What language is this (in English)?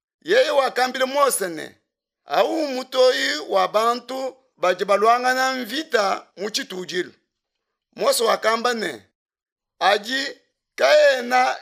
Luba-Lulua